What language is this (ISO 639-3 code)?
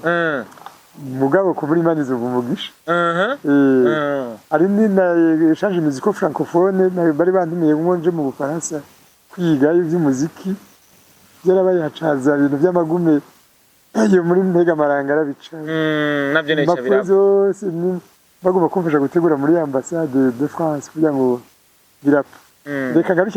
run